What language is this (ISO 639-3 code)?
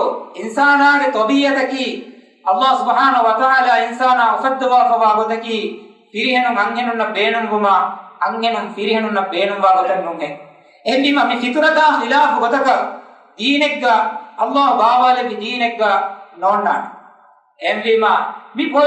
div